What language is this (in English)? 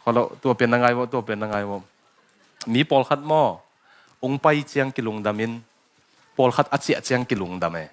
Tedim Chin